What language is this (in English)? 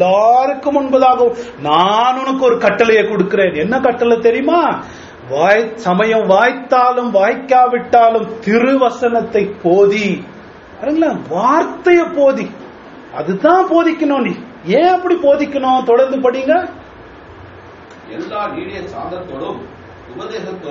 Tamil